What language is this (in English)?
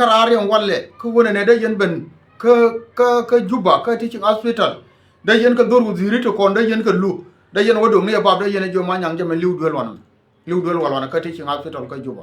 Nuer